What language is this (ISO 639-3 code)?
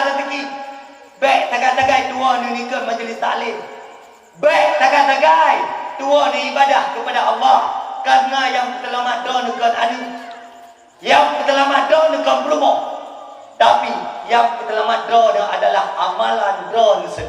ace